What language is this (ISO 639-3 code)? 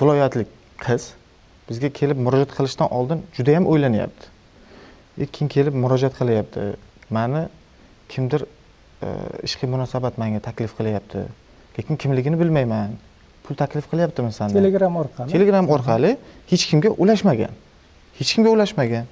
uzb